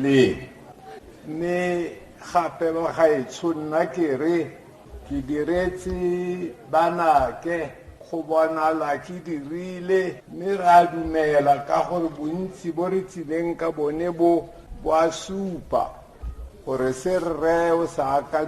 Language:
Tswana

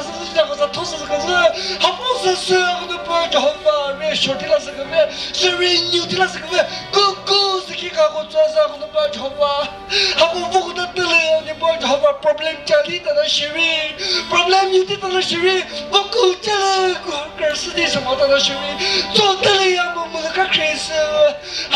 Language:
Chokri Naga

